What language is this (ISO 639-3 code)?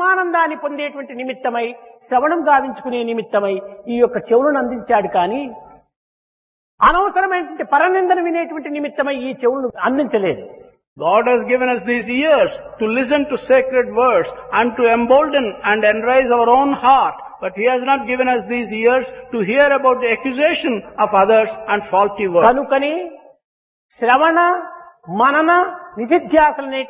tel